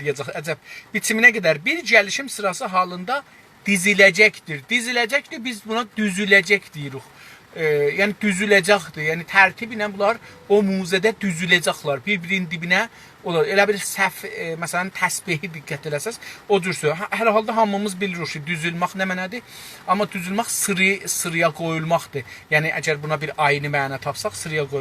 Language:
South Azerbaijani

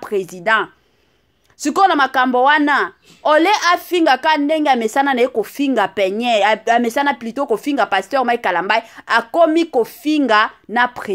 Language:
Lingala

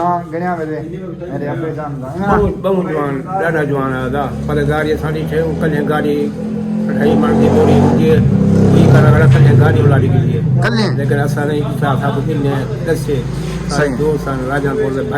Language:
Saraiki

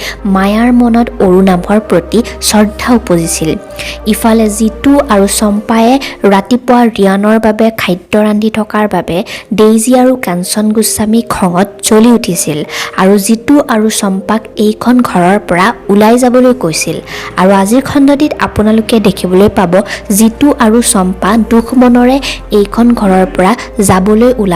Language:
Assamese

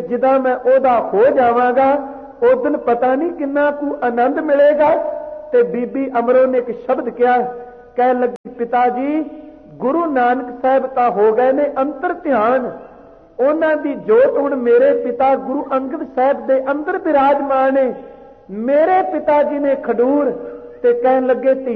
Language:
Punjabi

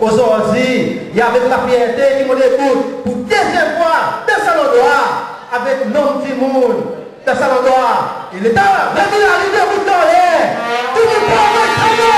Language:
Seselwa Creole French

